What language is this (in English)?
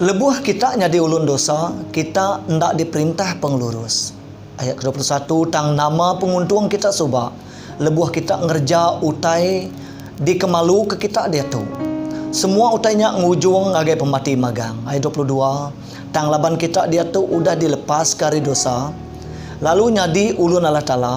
Iban